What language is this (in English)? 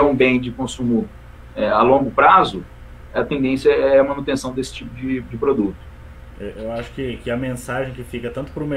Portuguese